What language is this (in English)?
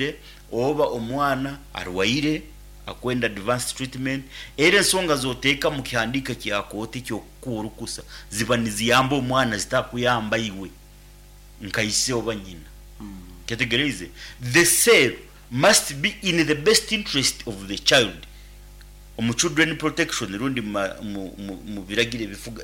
Nyankole